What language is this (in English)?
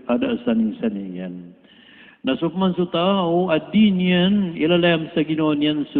Maranao